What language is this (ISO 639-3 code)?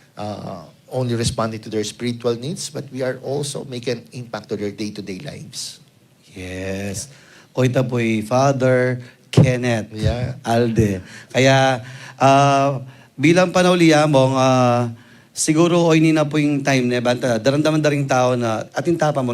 pam